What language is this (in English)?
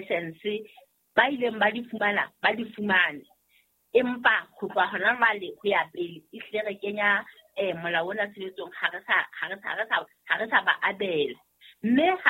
Southern Sotho